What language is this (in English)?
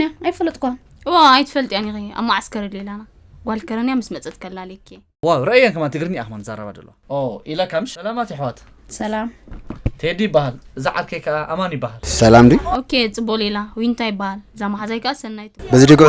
Tigrinya